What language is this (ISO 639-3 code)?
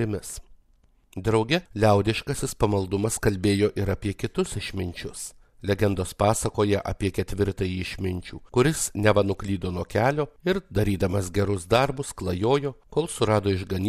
lit